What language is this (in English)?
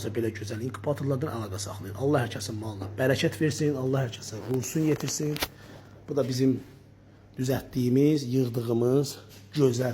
Azerbaijani